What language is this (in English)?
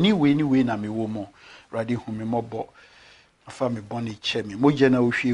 Akan